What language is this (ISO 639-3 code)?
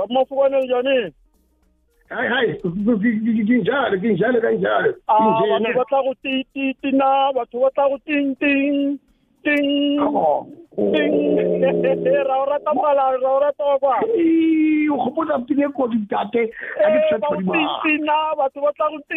nbl